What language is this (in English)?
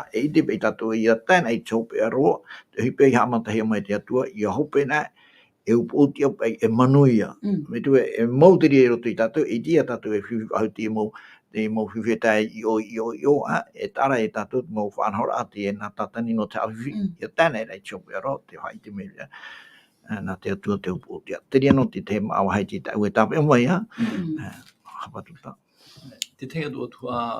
Tahitian